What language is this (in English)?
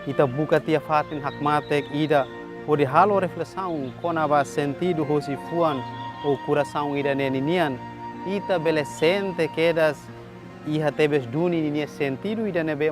Tetum